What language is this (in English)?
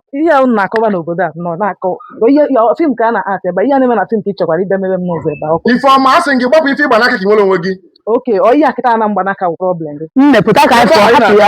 Igbo